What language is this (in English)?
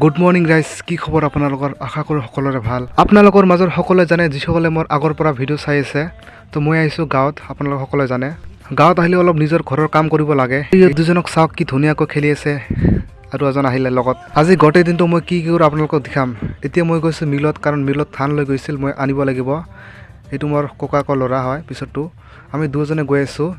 Assamese